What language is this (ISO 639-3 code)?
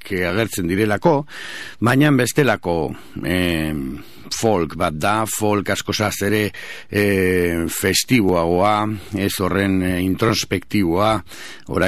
eus